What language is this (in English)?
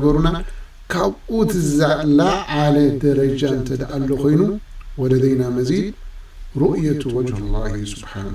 Tigrinya